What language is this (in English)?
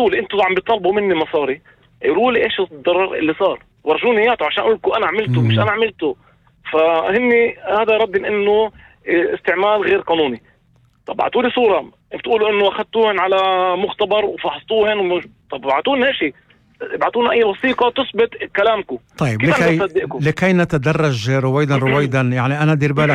North Levantine Arabic